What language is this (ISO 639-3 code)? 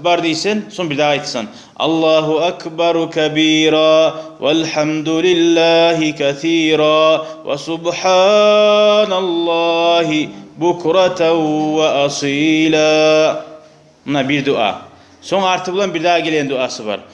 kum